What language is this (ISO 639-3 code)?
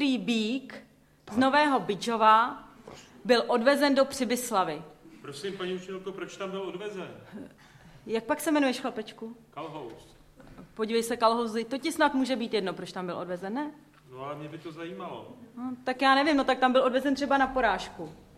ces